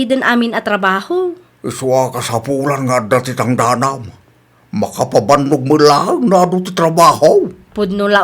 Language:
Iloko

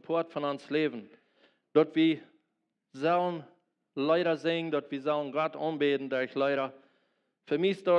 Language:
Plautdietsch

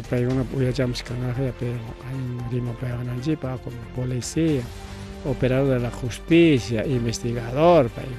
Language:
Ayacucho Quechua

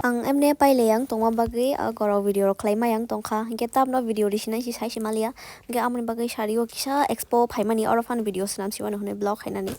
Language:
Kok Borok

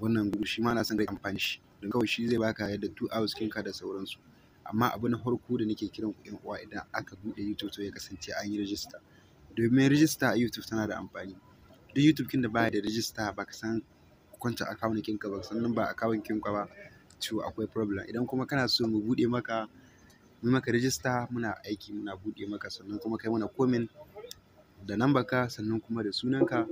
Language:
Hausa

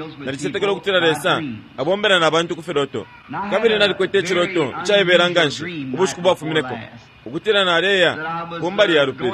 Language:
Bemba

